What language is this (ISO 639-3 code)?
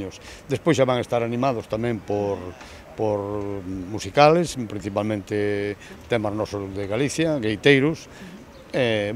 glg